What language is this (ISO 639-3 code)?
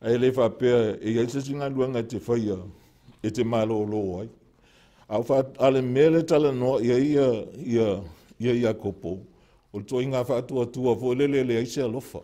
smo